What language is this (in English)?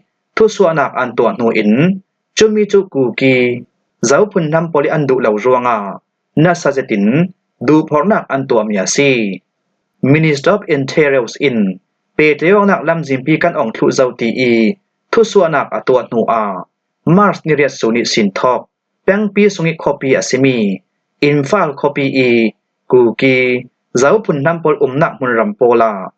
Falam Chin